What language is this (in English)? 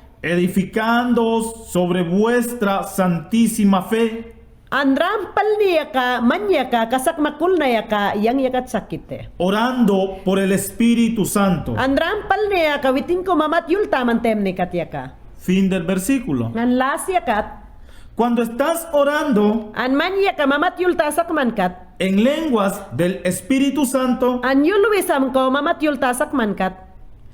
Mayangna